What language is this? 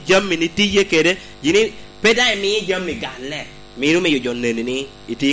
Lango (Uganda)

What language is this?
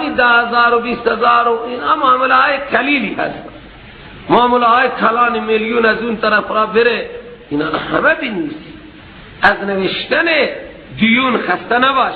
Persian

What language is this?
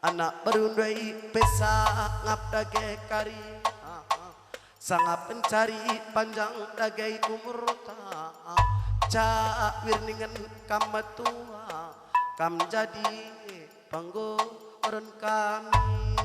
Batak Karo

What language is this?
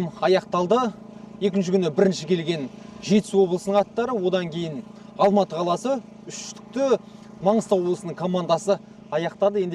Kazakh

